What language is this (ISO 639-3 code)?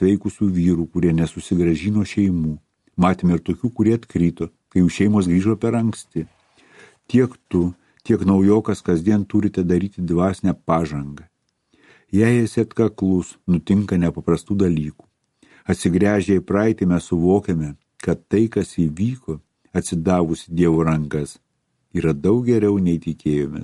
lit